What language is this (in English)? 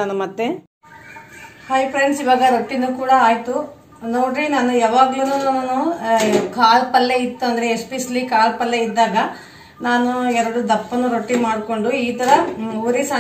Kannada